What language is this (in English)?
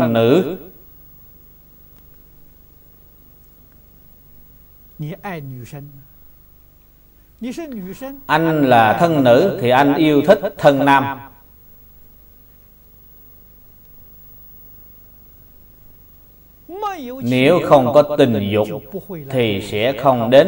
Vietnamese